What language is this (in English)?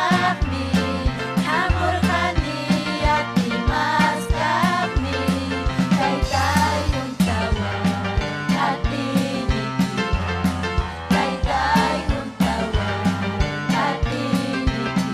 Ayacucho Quechua